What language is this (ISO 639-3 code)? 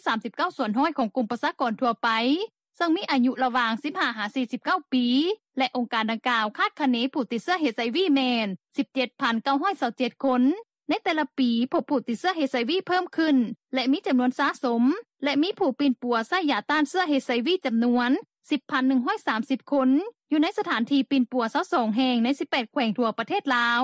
lao